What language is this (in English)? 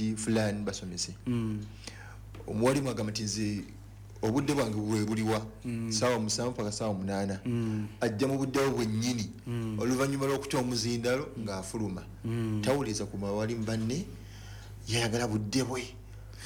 Ganda